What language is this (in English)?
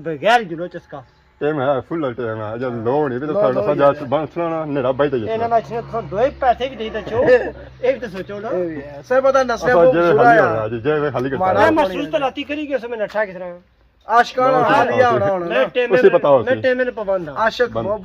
Pahari-Potwari